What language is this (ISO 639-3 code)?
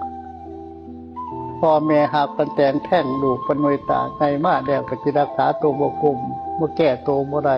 lao